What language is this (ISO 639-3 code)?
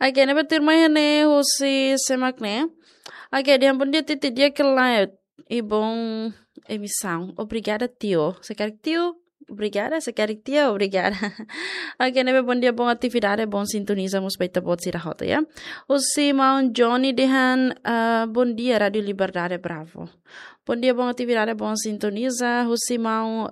tet